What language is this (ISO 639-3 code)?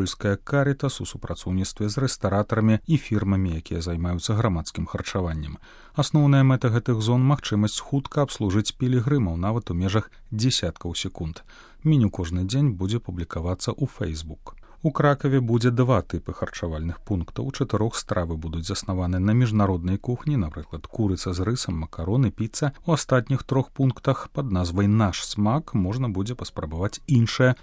bel